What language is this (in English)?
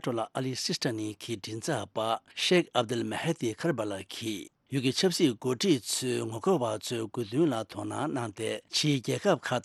Tibetan